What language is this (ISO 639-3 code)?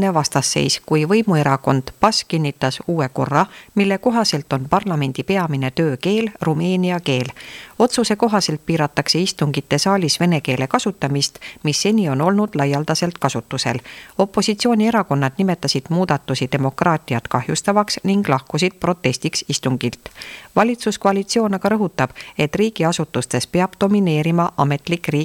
est